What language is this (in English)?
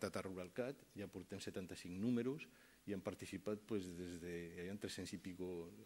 Catalan